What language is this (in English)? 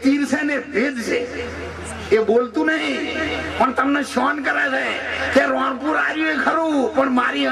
Gujarati